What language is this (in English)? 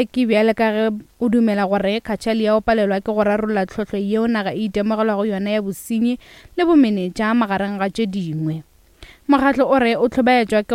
Northern Sotho